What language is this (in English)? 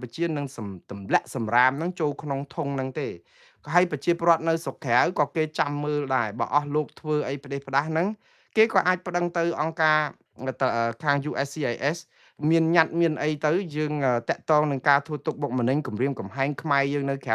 Khmer